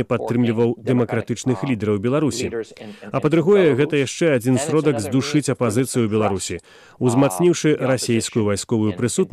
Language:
Belarusian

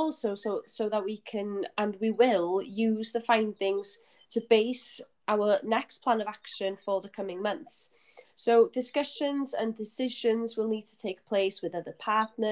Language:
English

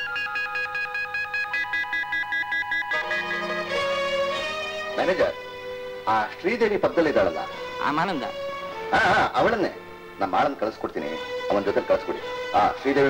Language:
Kannada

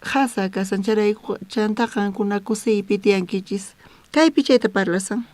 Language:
South Bolivian Quechua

